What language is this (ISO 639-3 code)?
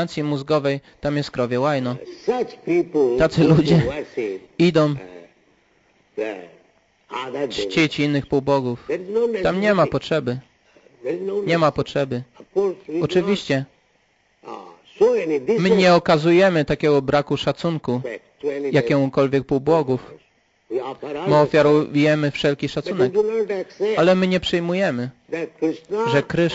pol